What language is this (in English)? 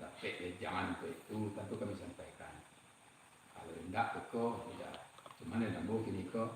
Minangkabau